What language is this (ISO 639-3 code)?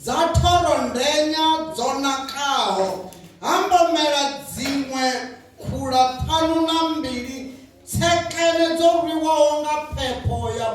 ven